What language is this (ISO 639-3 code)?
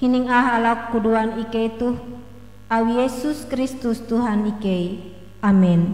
nij